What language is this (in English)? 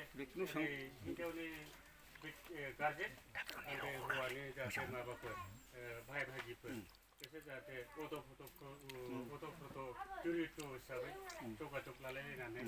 Bodo